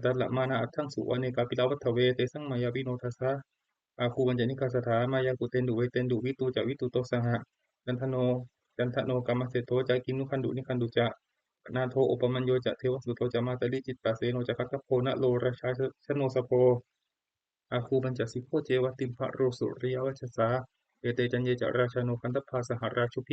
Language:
Pali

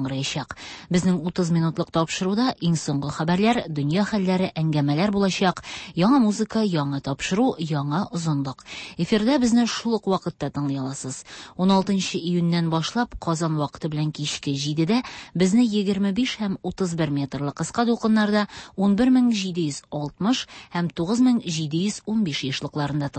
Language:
Tatar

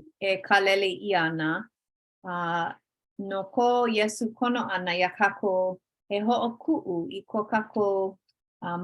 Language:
Hawaiian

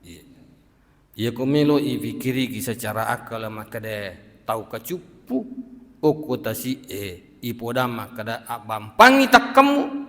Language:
Buginese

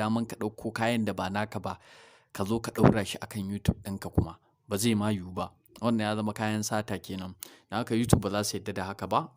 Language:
Hausa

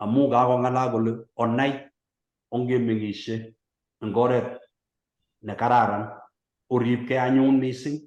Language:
Kalenjin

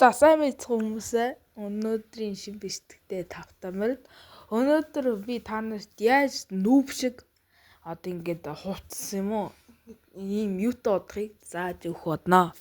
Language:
Mongolian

